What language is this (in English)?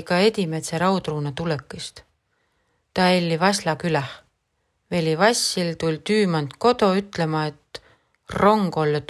Estonian